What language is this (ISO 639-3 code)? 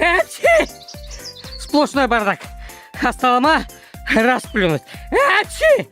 gag